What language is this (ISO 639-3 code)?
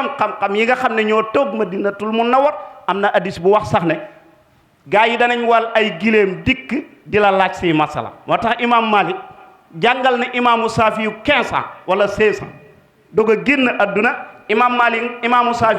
wol